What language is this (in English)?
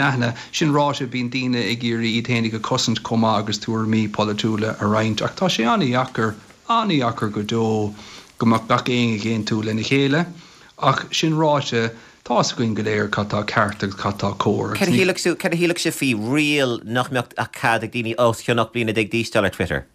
Irish